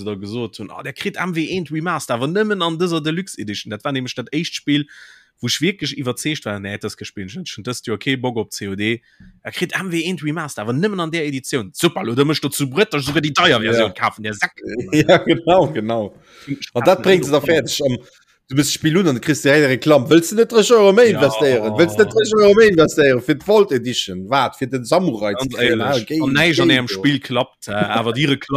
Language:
Luxembourgish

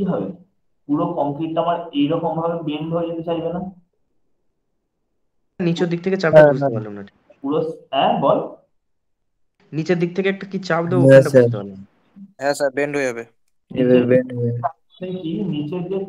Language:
Bangla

